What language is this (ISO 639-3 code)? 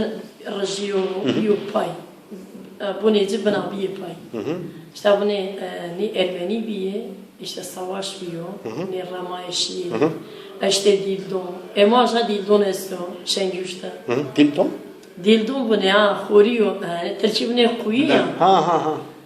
zza